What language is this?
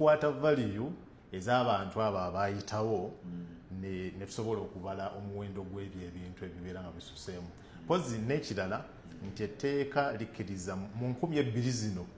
Ganda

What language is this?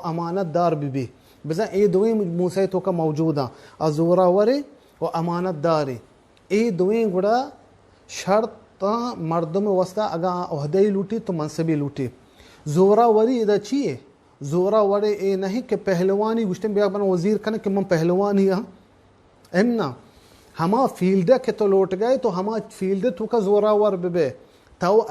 Baluchi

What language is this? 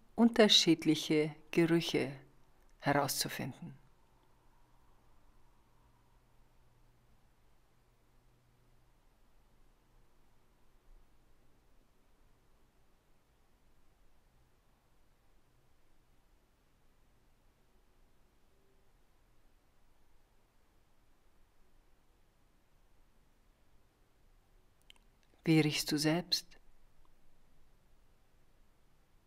German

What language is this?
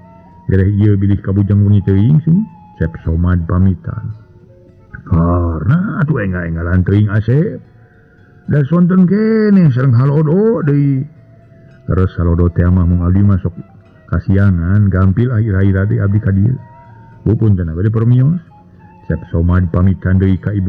Sundanese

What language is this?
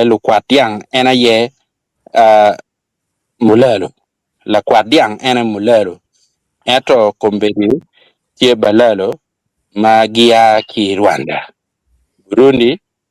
Acoli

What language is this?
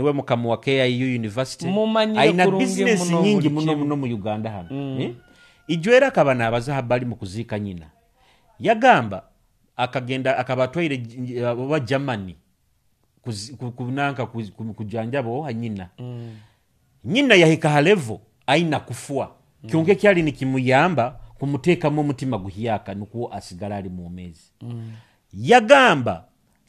Nyoro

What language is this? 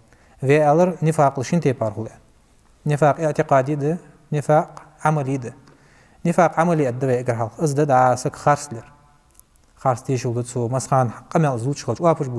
Ingush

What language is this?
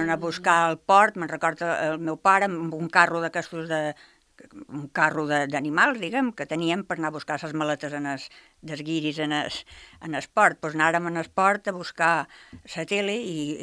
Catalan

